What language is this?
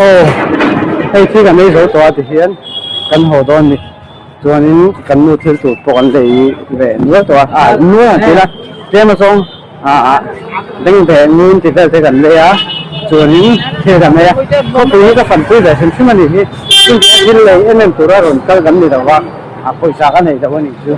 Mizo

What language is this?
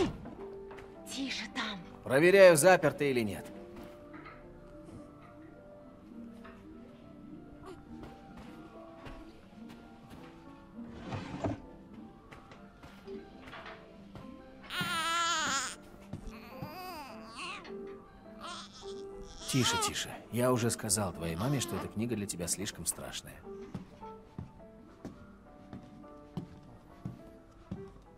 Russian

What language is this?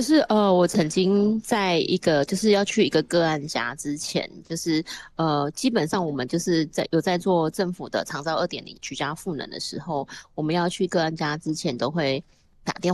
Chinese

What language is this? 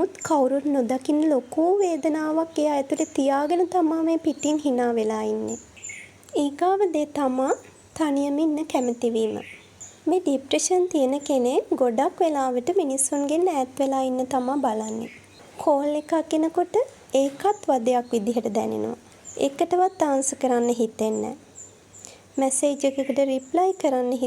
Sinhala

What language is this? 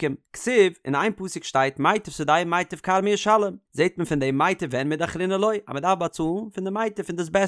Yiddish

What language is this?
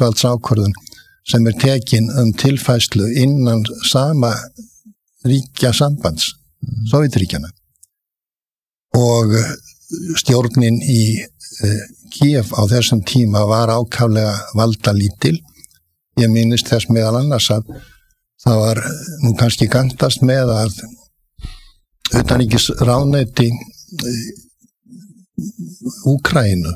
Icelandic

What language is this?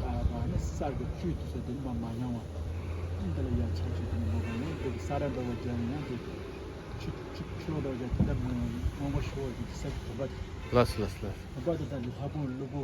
Tibetan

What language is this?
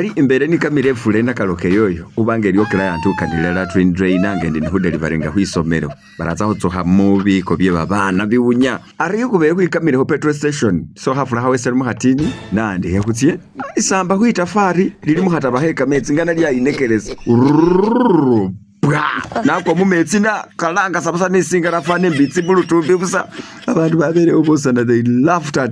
Masaaba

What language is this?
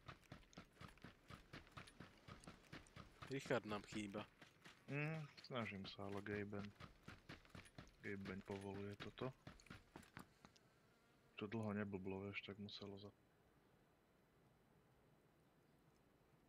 Slovak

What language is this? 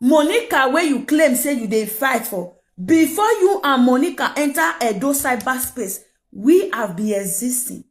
Nigerian Pidgin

